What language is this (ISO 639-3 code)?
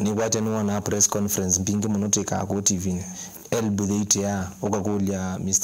kam